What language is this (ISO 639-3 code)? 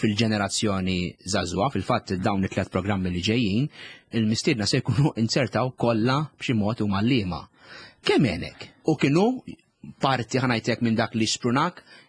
mlt